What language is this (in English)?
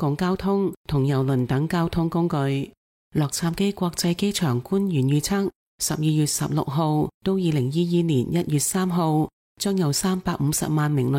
Cantonese